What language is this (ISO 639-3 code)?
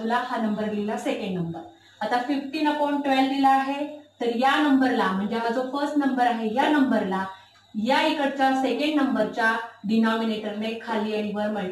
mar